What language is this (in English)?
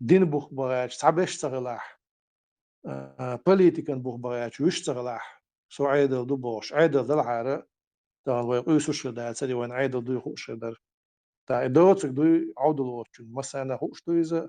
Chechen